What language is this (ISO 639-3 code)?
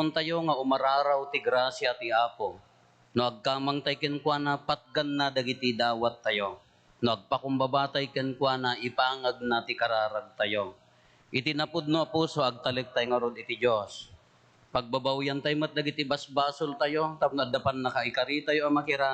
ilo